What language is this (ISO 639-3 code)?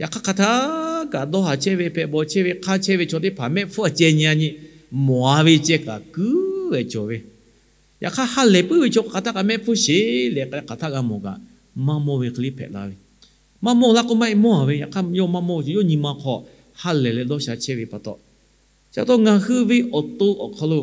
lhu